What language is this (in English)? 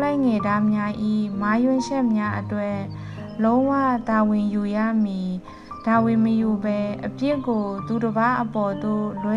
Burmese